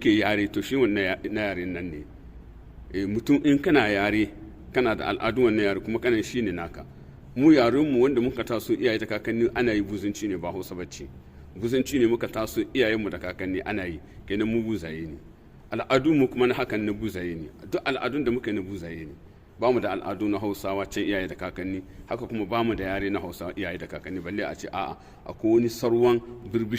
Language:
Hausa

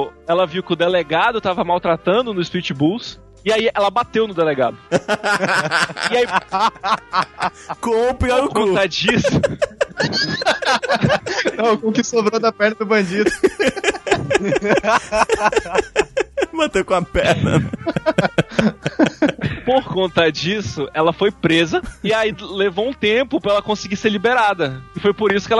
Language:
Portuguese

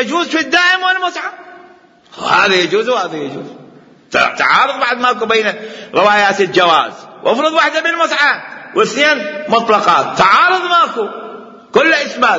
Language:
Mesopotamian Arabic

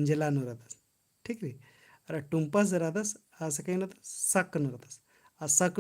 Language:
Kurukh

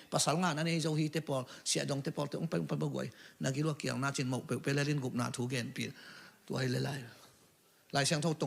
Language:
Tedim Chin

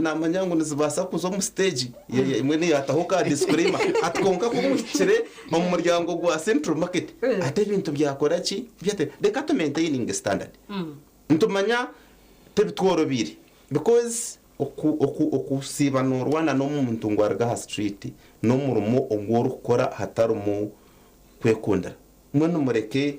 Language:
Nyankole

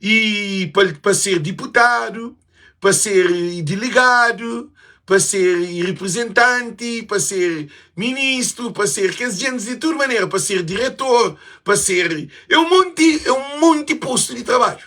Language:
Kabuverdianu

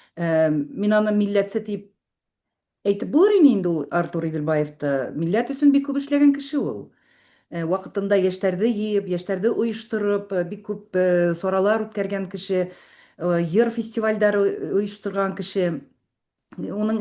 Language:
Bashkir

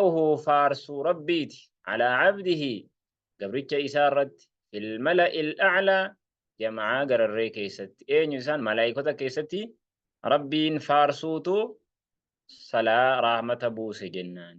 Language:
Oromo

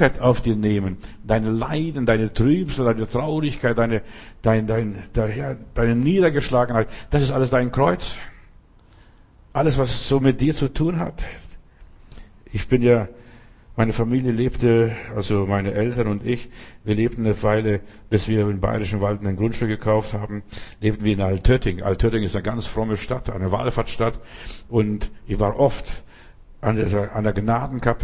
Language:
German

